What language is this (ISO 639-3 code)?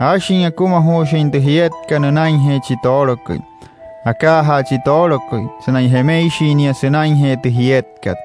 guc